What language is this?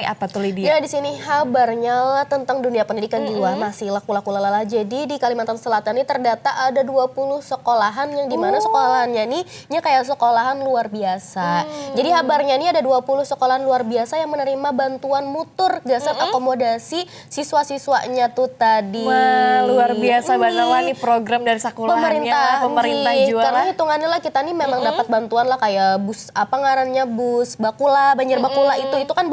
Banjar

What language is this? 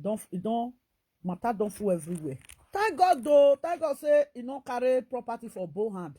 Nigerian Pidgin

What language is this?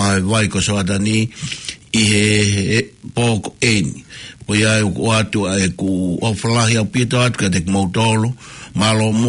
Tongan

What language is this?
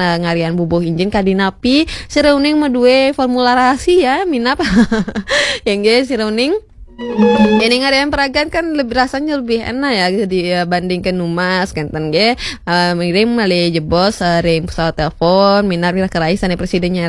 Balinese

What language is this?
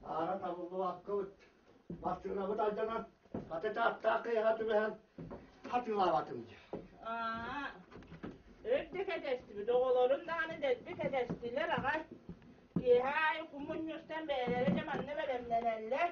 Yakut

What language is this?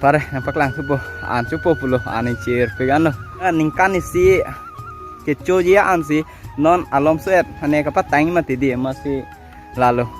Karbi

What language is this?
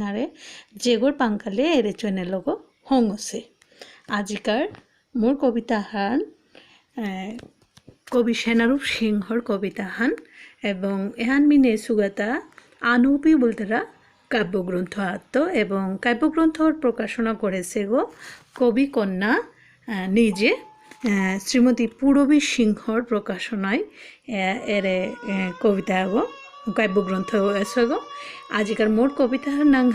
Bishnupriya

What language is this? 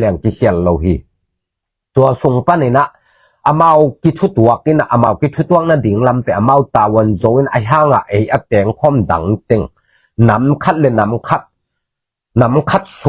Tedim Chin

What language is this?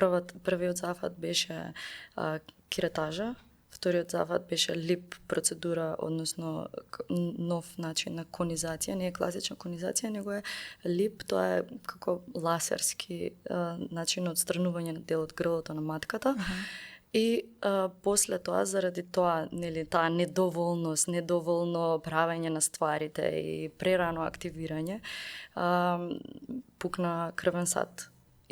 Macedonian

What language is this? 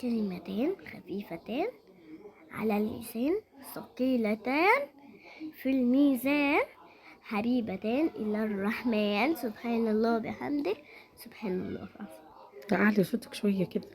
Egyptian Arabic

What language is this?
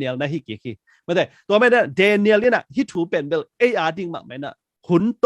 Tedim Chin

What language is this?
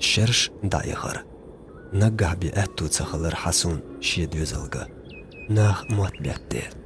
Chechen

